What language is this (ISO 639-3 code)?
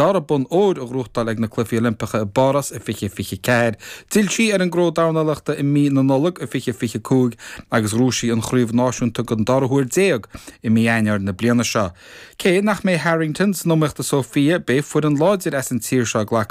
gle